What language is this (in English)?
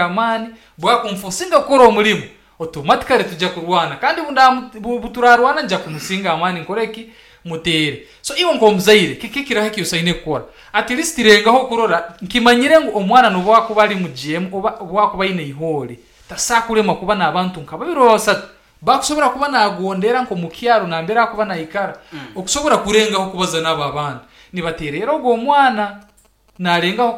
Nyankole